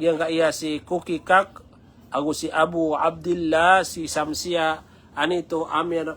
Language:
Maranao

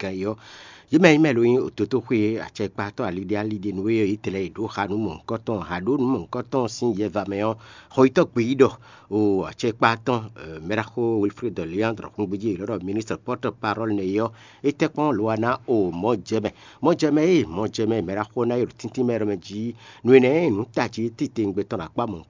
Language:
Fon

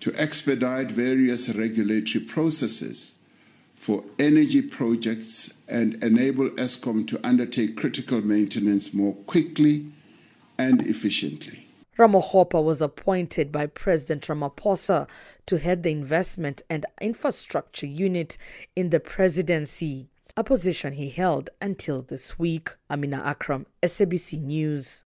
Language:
English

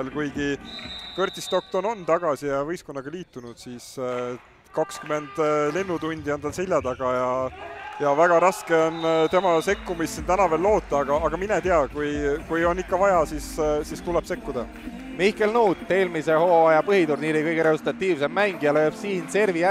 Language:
Estonian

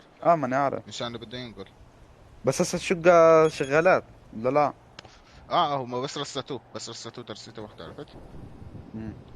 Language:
North Levantine Arabic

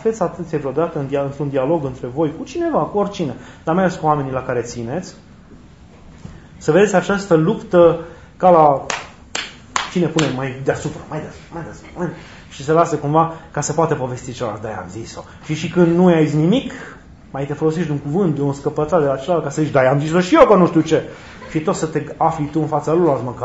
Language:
Romanian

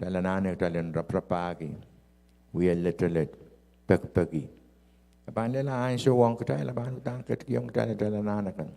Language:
Pohnpeian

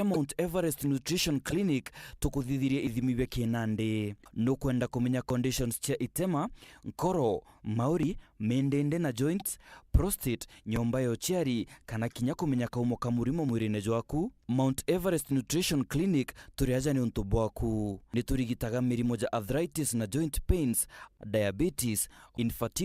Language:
Meru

